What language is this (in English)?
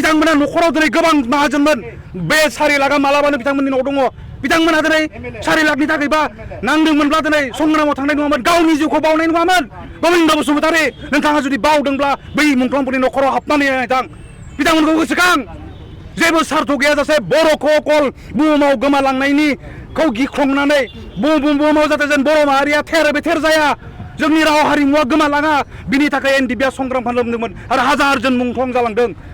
Bodo